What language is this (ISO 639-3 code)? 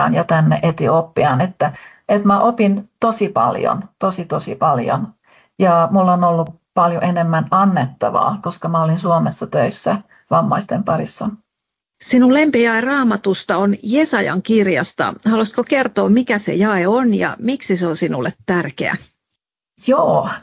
fin